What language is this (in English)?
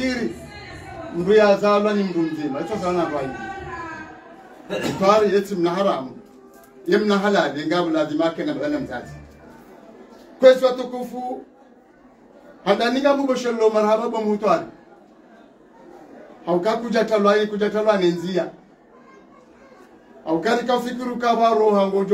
Swahili